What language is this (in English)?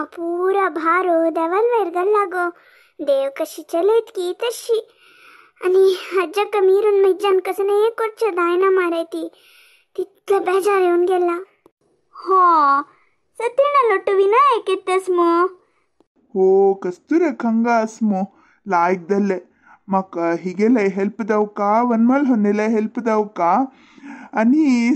Konkani